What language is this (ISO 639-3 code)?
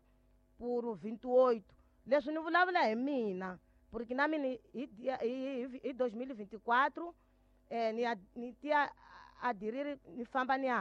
tso